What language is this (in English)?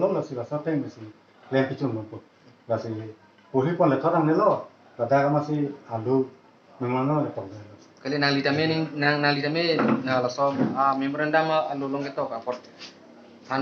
Karbi